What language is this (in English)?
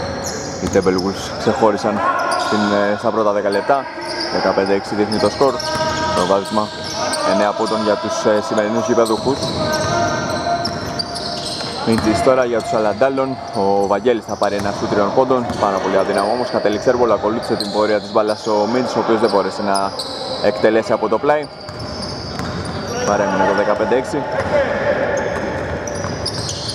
Greek